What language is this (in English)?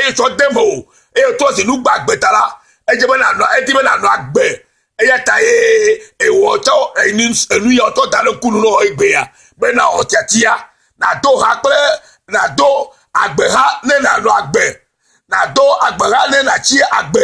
Ewe